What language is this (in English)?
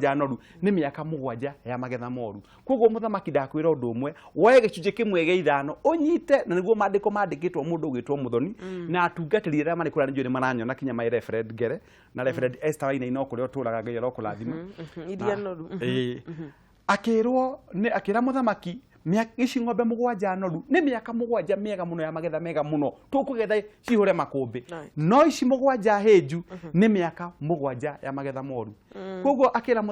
Kikuyu